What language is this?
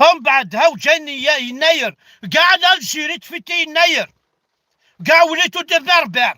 Kabyle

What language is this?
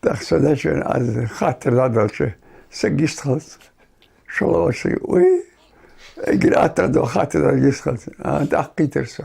Ingush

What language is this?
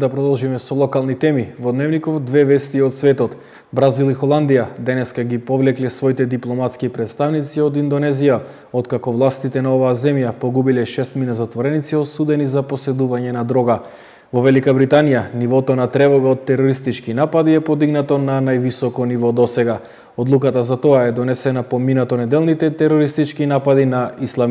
Macedonian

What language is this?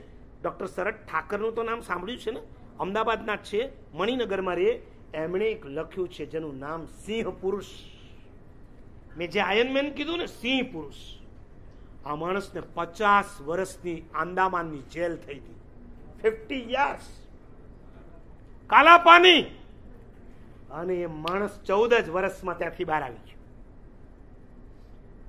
Gujarati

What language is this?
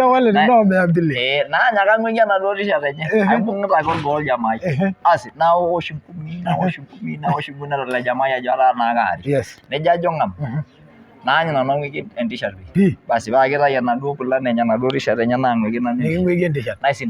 Masai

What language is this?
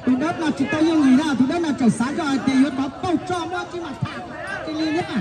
Hmong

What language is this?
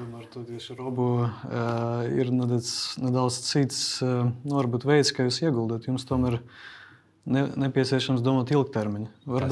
Latvian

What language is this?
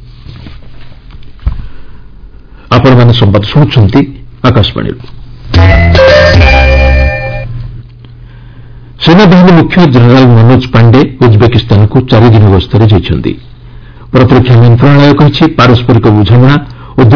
Odia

